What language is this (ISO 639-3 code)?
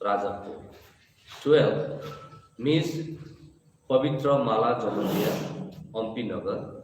trp